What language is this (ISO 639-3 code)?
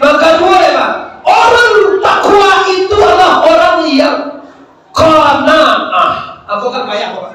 min